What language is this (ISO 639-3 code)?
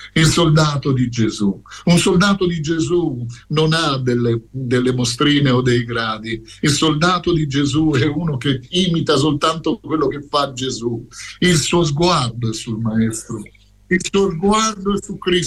ita